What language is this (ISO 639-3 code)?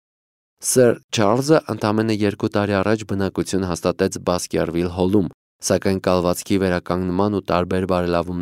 hye